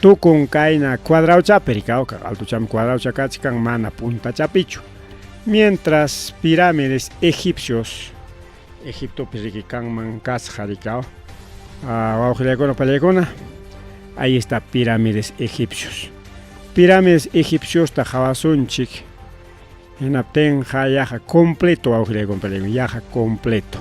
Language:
Ayacucho Quechua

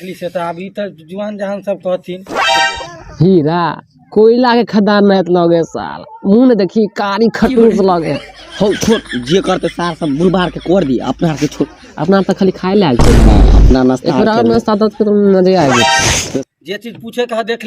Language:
Maithili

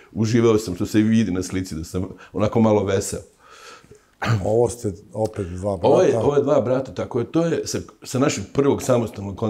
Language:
Serbian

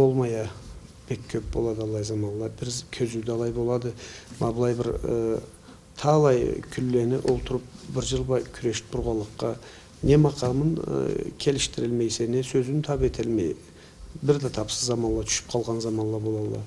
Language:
Karachay-Balkar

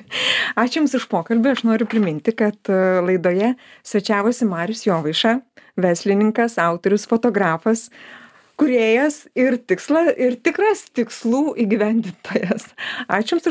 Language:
Lithuanian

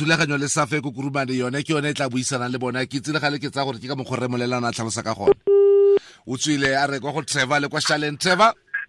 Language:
Tswana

